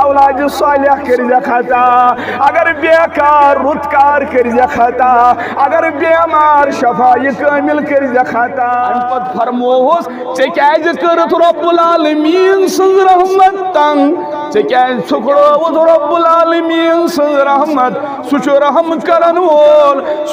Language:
Kashmiri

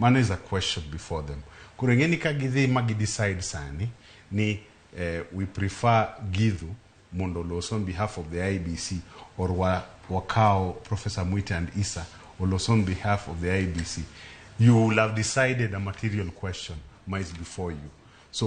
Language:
Luo (Kenya and Tanzania)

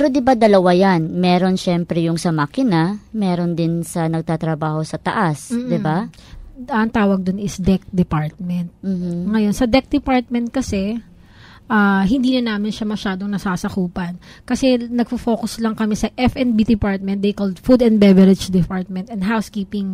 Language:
Filipino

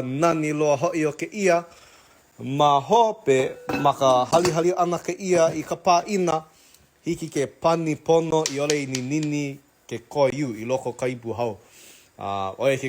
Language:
Hawaiian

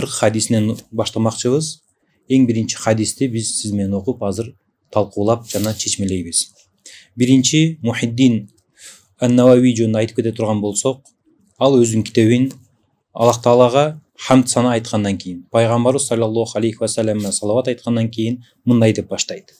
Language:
Kyrgyz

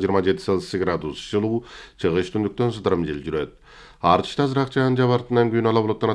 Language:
Kyrgyz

